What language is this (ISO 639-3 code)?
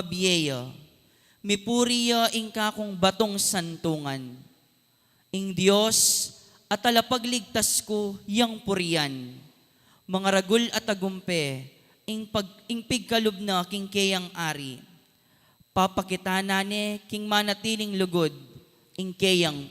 pam